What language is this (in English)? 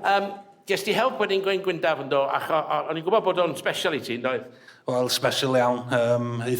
Welsh